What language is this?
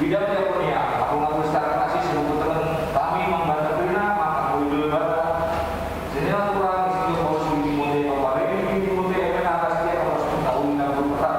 Batak Karo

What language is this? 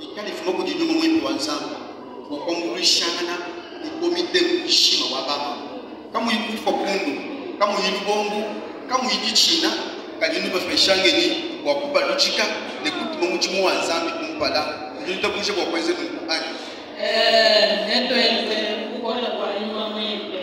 Luba-Lulua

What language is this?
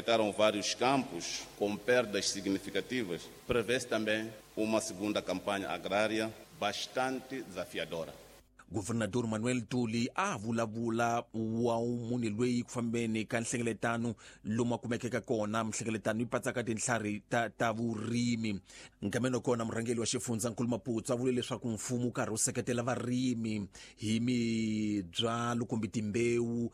Tsonga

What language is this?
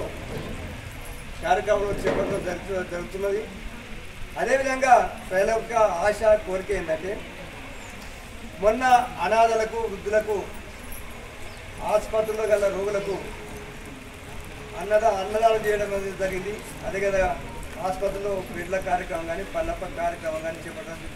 Telugu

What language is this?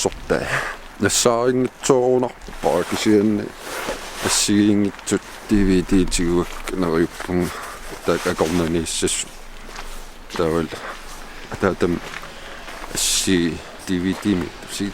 Kalaallisut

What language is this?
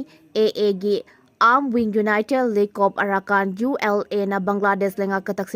Manipuri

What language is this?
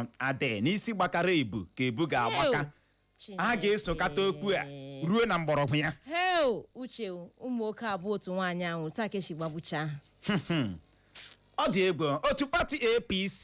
Igbo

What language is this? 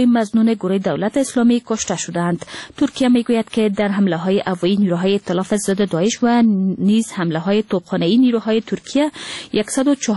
Persian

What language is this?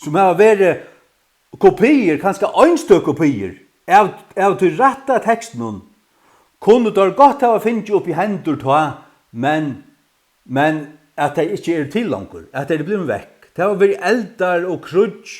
Faroese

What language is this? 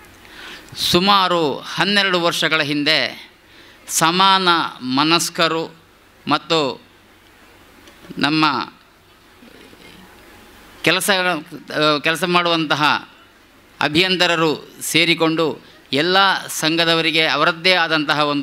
Kannada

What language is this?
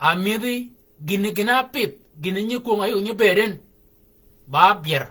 Shilluk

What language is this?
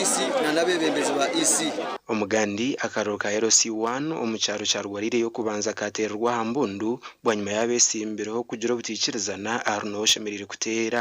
Nyankole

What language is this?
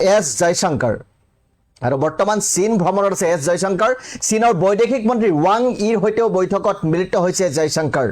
Assamese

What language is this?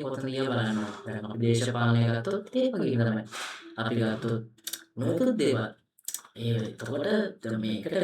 Sinhala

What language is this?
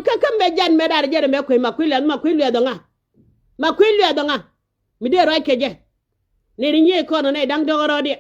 Nuer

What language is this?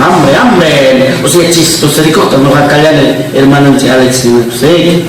Ayacucho Quechua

